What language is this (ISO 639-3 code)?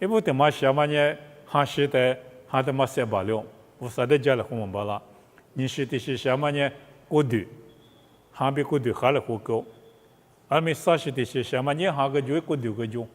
lis